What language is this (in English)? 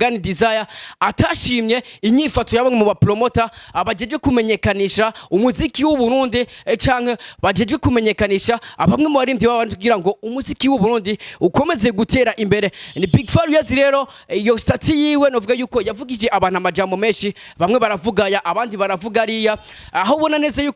Rundi